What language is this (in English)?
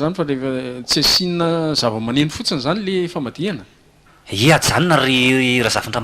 Malagasy